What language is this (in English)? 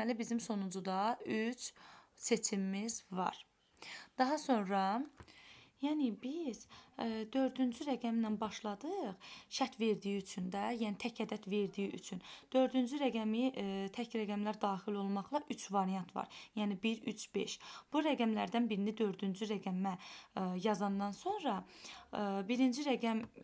Azerbaijani